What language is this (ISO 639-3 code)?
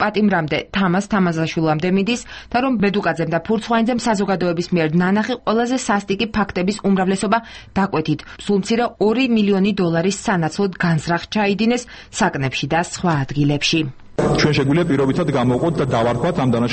kat